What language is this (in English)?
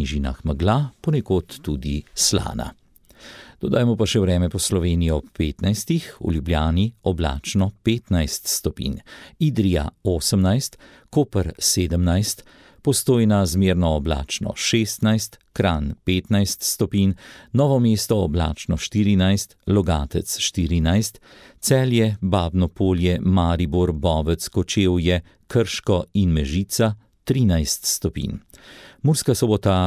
Slovenian